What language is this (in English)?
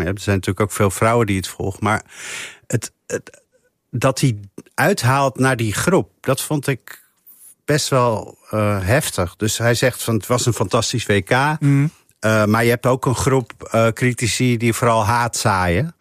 Dutch